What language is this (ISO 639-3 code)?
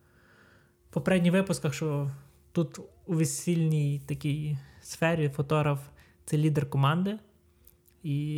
ukr